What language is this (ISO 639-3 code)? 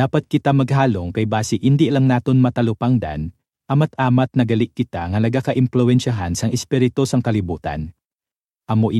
hil